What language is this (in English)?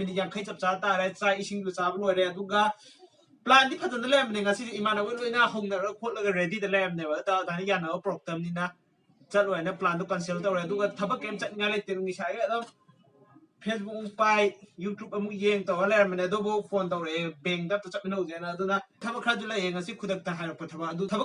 Manipuri